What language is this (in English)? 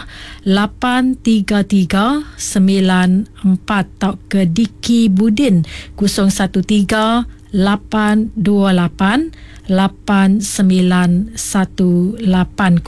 Iban